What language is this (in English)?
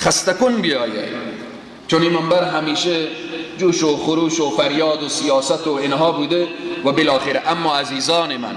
Persian